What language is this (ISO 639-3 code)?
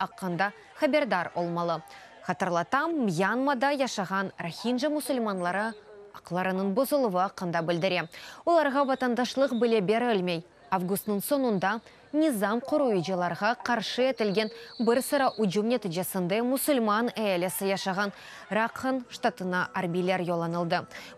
crh